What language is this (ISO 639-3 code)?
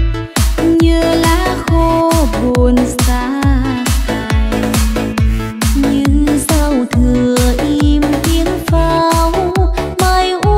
vie